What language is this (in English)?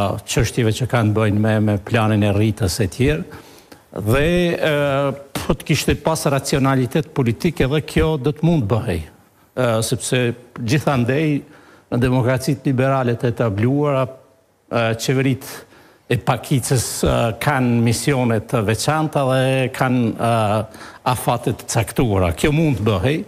Albanian